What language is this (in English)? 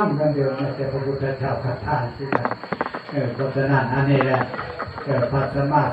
Northeastern Thai